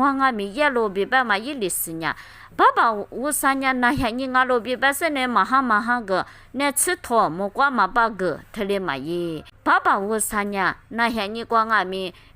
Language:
Lisu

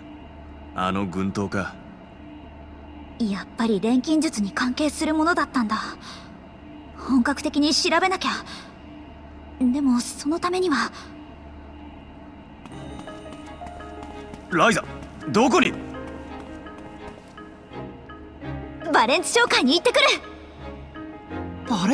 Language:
Japanese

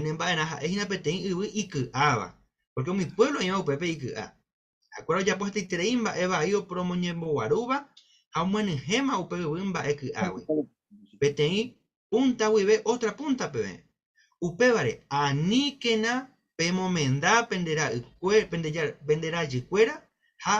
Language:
Guarani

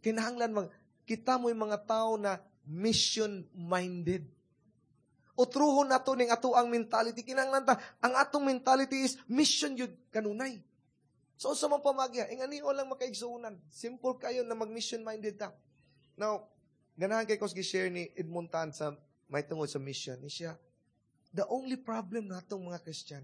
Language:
Cebuano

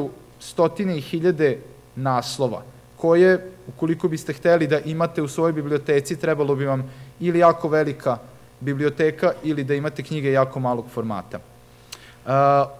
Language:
Serbian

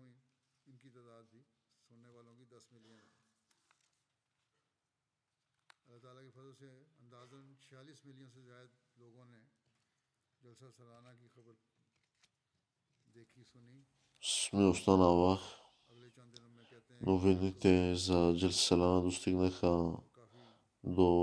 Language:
Bulgarian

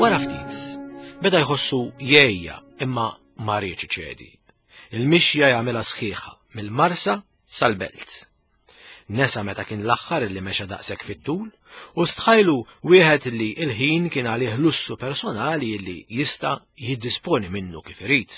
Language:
Maltese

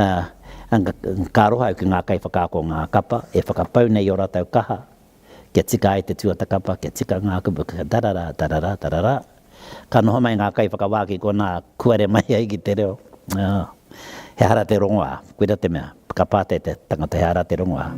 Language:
Māori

